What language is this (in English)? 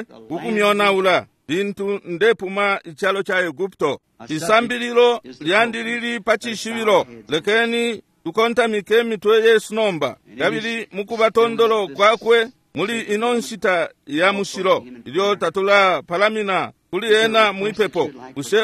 Bemba